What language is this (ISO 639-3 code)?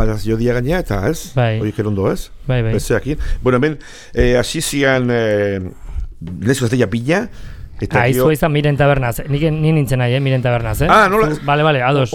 eus